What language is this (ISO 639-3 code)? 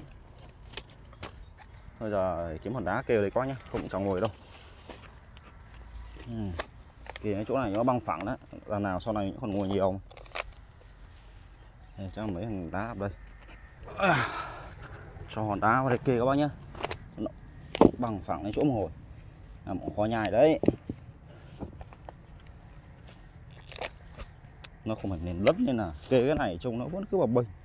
vie